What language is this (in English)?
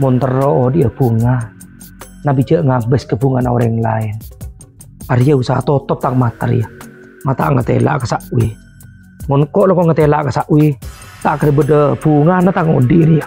Madurese